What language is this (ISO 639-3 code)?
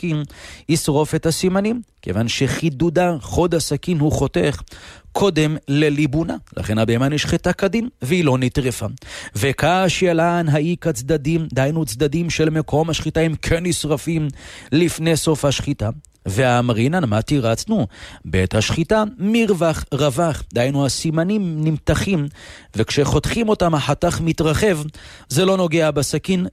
heb